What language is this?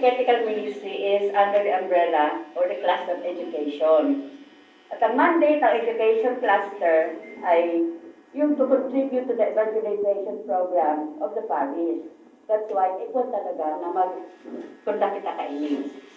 Bikol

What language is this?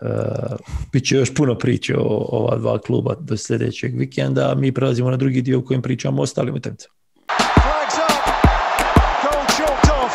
Bosnian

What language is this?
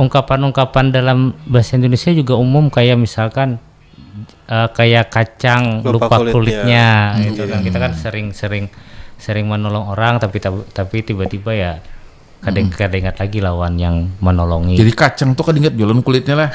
Banjar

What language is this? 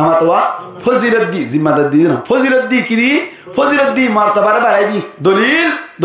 Rohingya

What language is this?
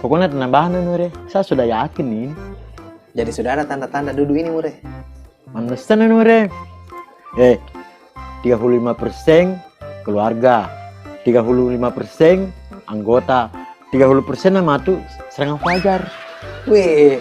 Buginese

